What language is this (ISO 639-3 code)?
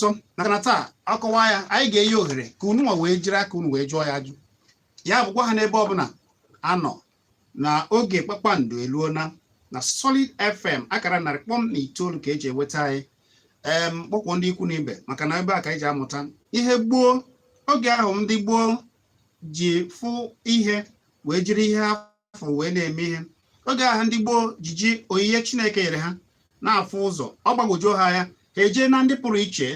ibo